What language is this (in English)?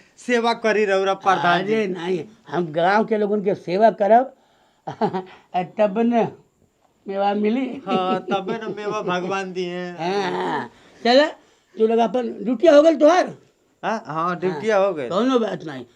Bhojpuri